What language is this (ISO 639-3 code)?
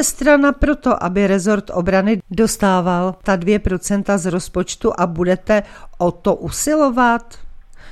ces